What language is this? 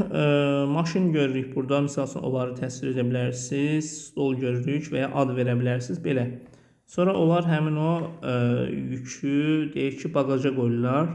Azerbaijani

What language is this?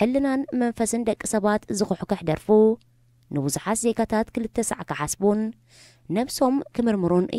Tigrinya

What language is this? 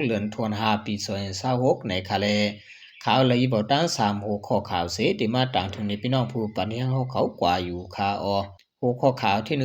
Shan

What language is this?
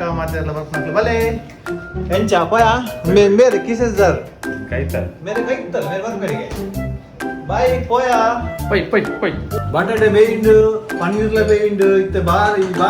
Tulu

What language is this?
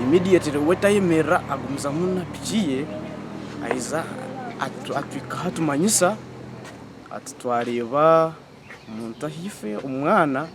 Nyankole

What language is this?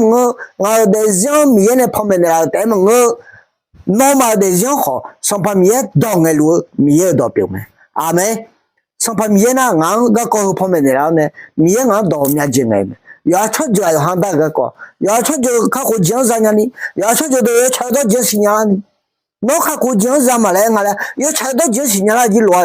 Akha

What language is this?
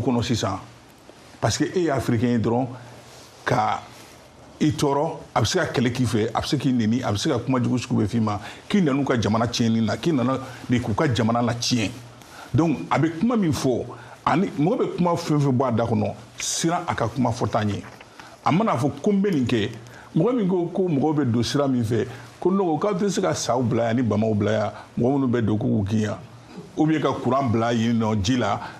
Bambara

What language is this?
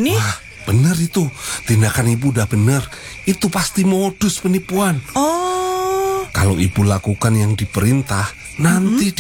Indonesian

